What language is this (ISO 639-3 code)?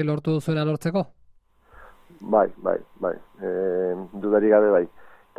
eus